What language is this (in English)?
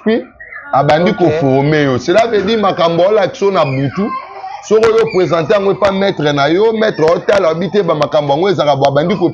Lingala